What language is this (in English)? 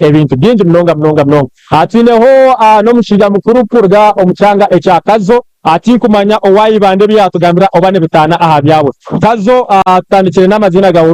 Nyankole